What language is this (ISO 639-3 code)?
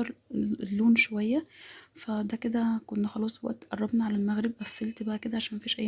arz